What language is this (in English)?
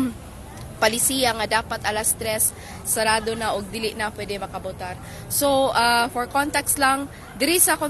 Cebuano